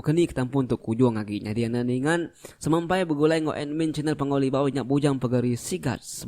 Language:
Iban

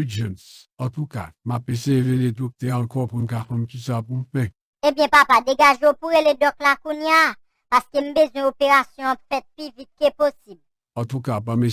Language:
Haitian Creole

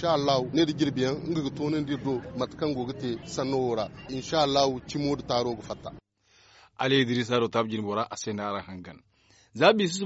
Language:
Zarma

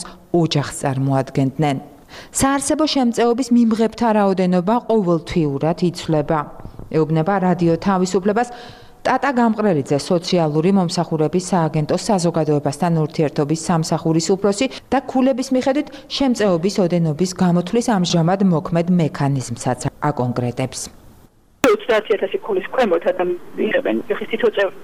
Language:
Georgian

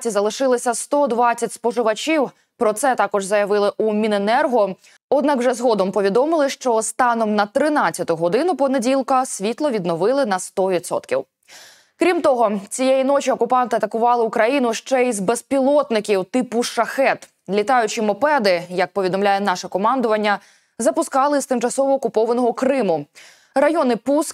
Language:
Ukrainian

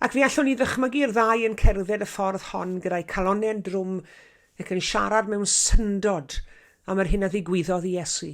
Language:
Welsh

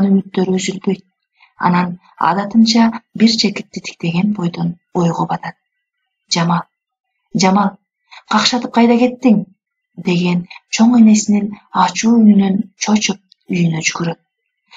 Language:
Kyrgyz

